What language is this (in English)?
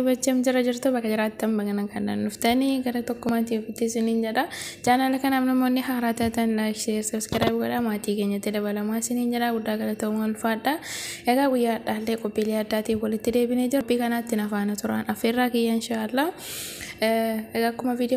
Oromo